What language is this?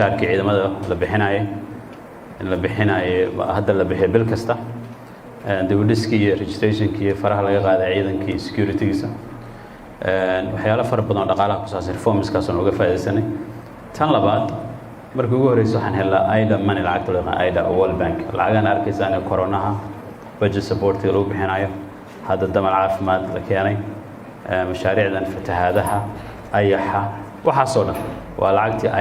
Somali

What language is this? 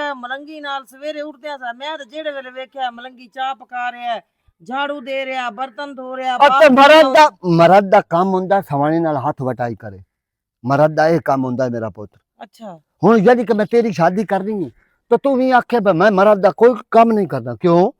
Western Panjabi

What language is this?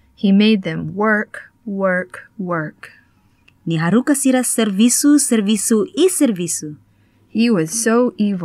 Tetum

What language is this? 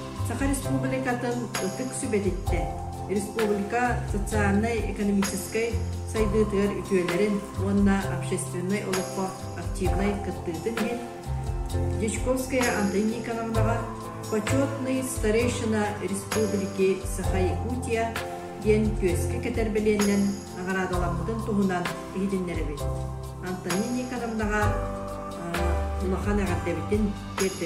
Yakut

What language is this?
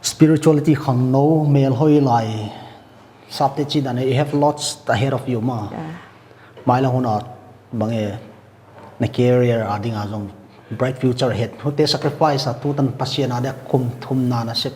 Paite Chin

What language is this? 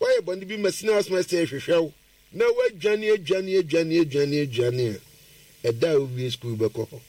Akan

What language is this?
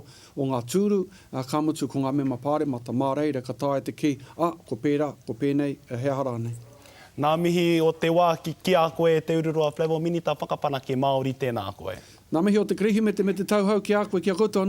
Māori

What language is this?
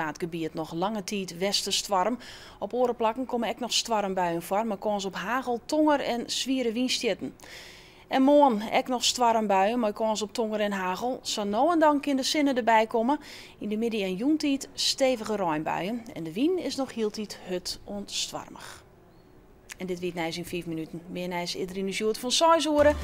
Western Frisian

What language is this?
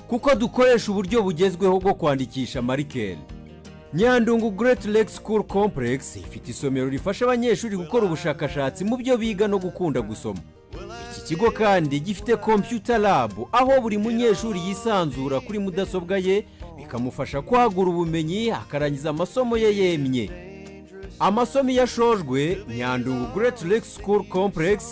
Kinyarwanda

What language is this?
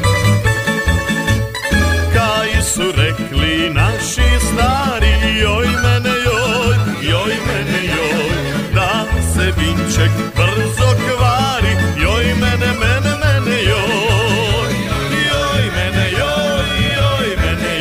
Croatian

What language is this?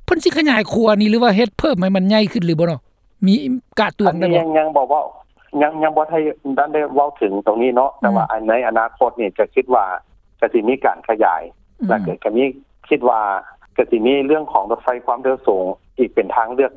Lao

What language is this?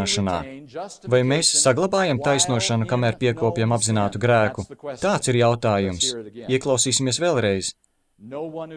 Latvian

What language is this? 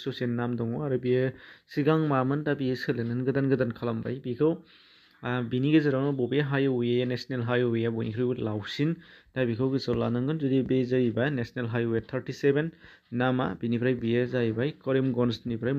Bodo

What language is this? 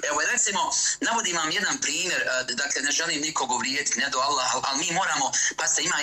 Bosnian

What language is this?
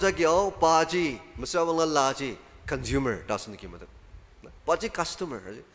Ao Naga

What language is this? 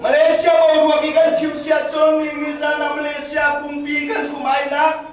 Hakha Chin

